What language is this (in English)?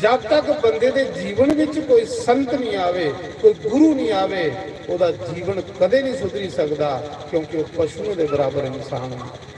Dogri